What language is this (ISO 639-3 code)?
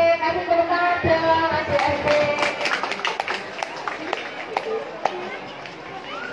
ind